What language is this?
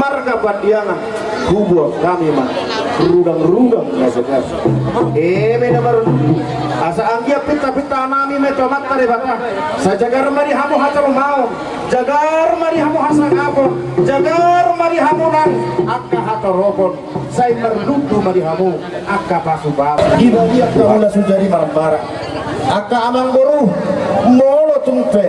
Batak Toba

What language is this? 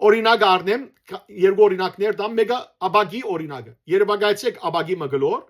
Western Armenian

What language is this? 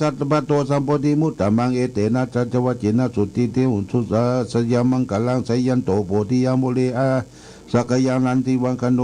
Pali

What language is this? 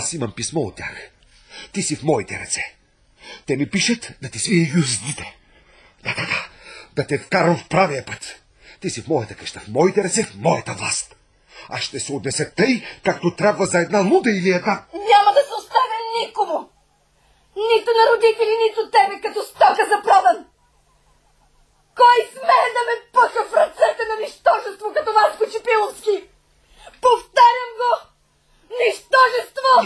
Bulgarian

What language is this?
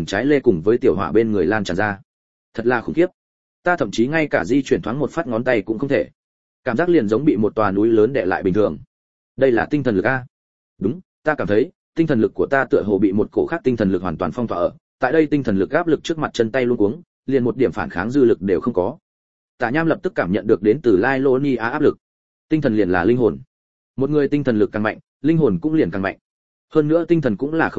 Vietnamese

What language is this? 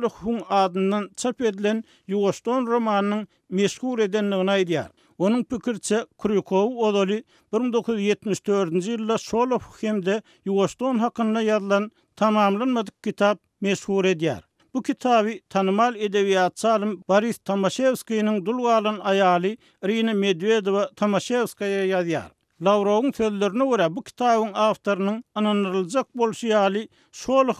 Turkmen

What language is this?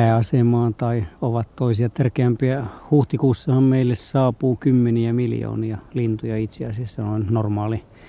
Finnish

